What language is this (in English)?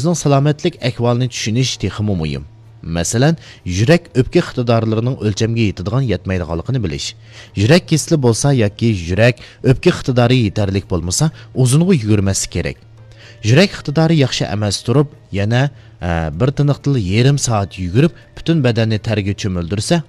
Uyghur